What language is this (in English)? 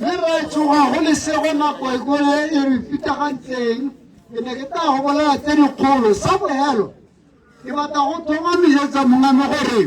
Tswana